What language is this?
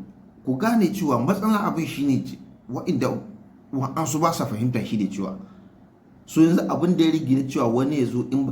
Hausa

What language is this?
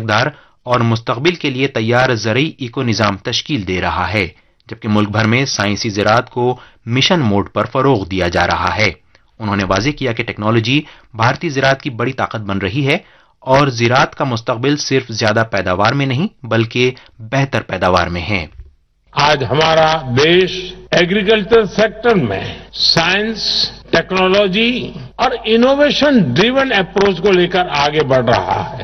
Urdu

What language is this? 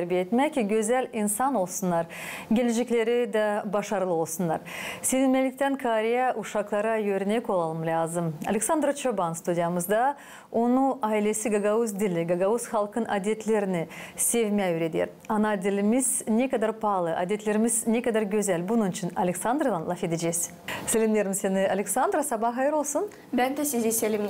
Gagauz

